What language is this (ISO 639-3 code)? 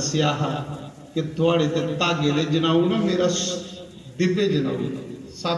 doi